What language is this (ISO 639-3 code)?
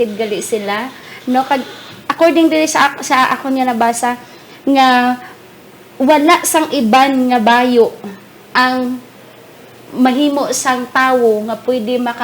hil